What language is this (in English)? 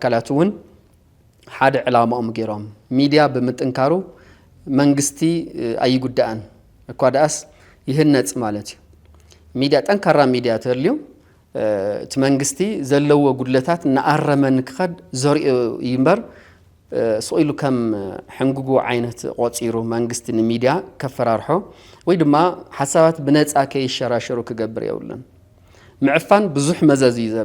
Tigrinya